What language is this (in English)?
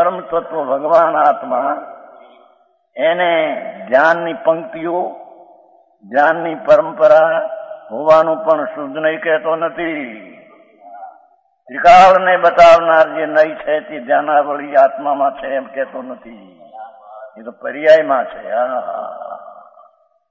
Gujarati